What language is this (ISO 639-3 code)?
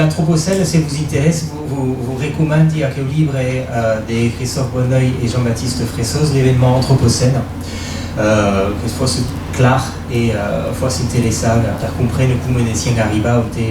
oci